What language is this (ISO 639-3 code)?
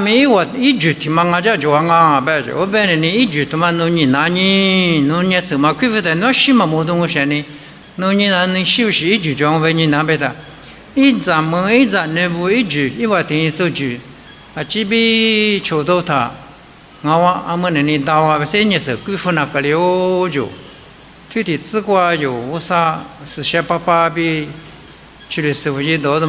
lis